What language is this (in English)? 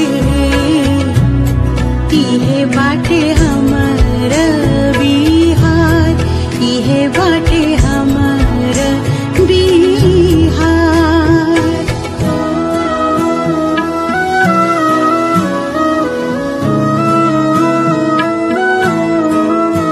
Bhojpuri